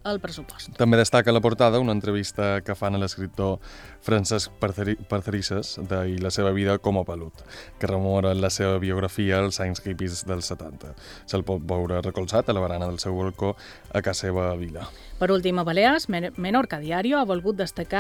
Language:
Catalan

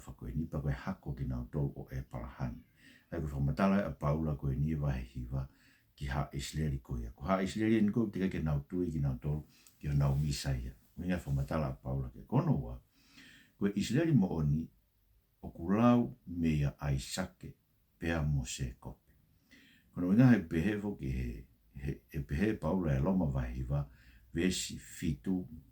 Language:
Tongan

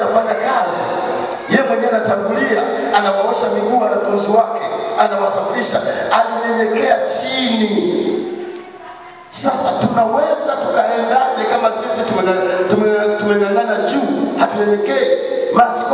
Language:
Swahili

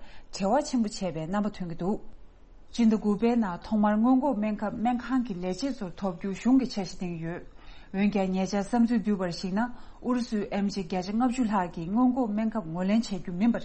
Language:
Tibetan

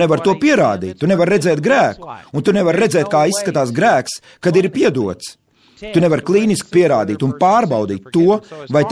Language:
Latvian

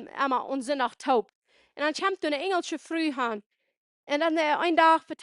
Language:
Plautdietsch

